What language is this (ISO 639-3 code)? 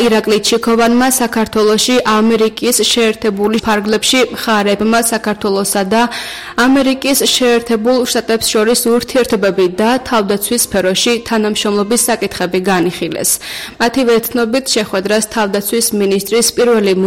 kat